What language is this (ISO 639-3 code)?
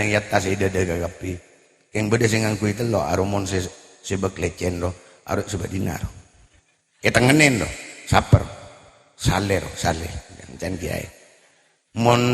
mad